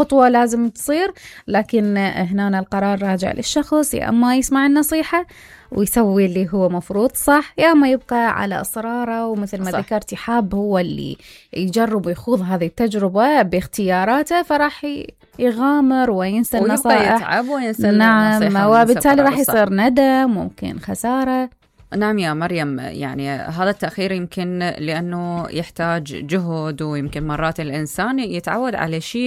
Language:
Mesopotamian Arabic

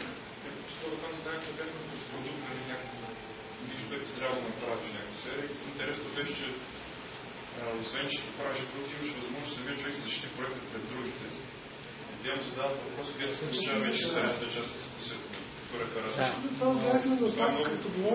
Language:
Bulgarian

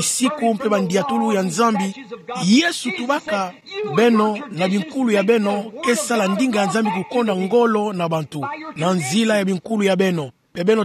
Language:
Kituba (Democratic Republic of Congo)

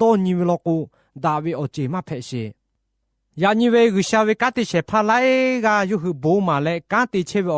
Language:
Lahu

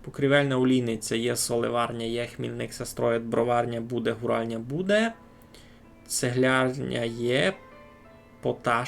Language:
Rusyn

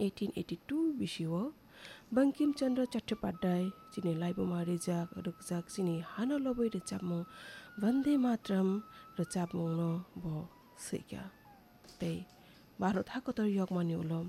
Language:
Kok Borok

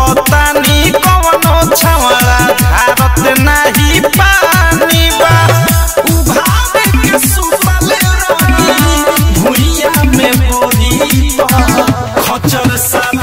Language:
Bhojpuri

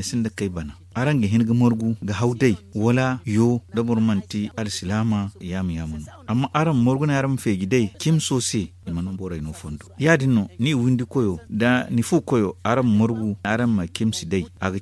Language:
Zarma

